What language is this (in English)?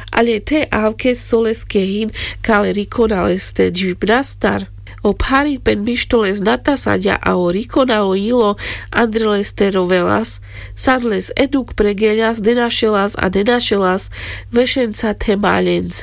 Carpathian Romani